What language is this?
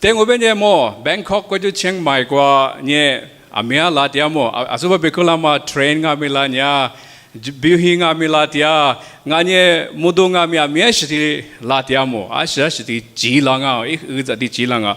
Lisu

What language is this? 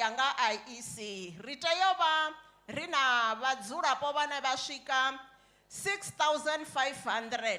Venda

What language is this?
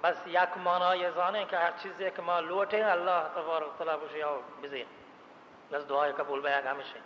Baluchi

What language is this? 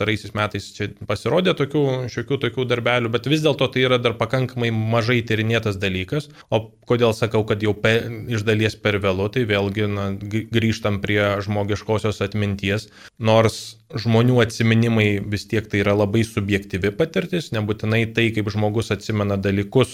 Lithuanian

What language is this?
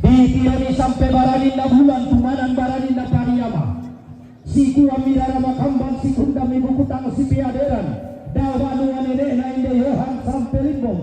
Toraja-Sa'dan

